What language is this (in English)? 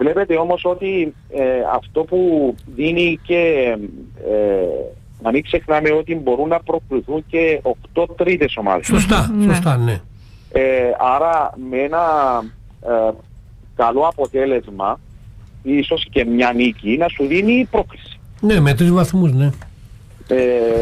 Greek